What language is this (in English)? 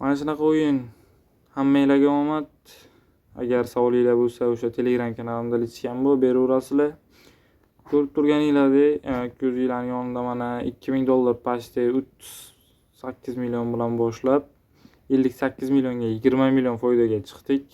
Uzbek